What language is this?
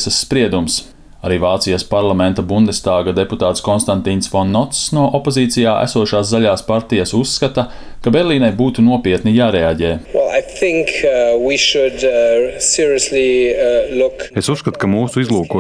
Latvian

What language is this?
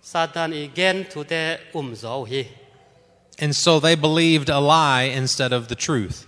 Tedim Chin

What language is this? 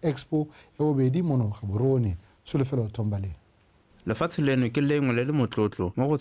Tswana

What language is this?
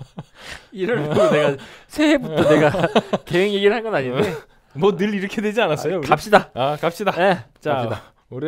Korean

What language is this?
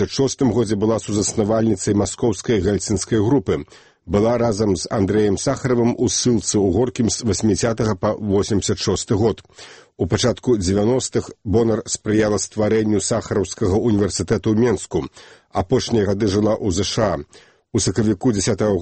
Belarusian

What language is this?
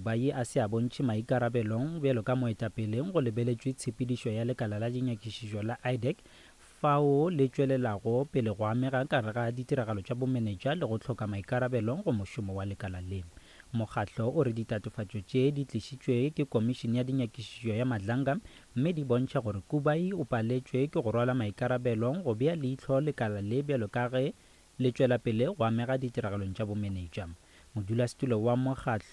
Northern Sotho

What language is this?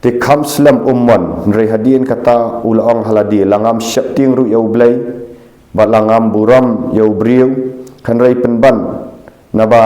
Khasi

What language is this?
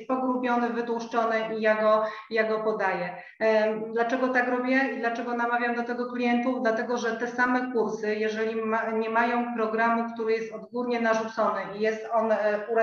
Polish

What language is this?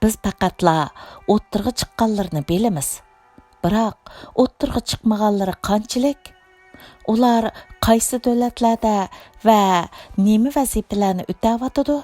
Uyghur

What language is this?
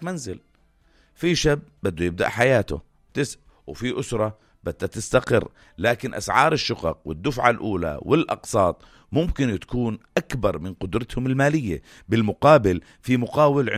North Levantine Arabic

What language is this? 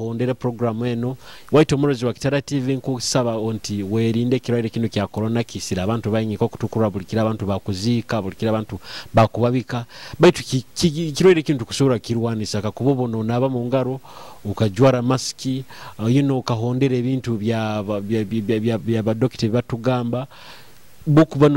Nyoro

